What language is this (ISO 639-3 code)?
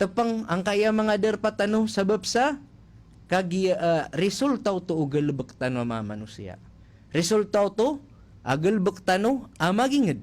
mrw